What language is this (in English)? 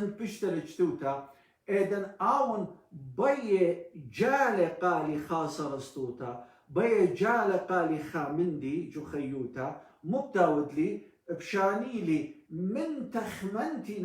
Assyrian Neo-Aramaic